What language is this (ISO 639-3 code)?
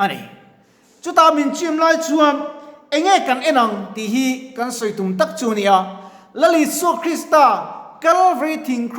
lus